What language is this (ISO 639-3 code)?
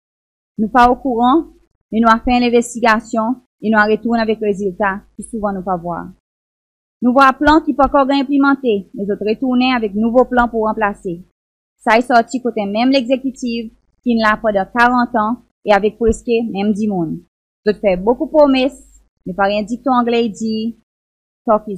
crs